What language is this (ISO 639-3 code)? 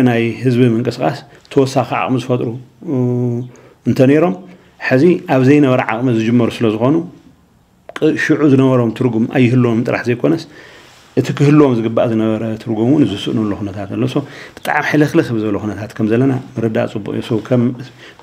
tir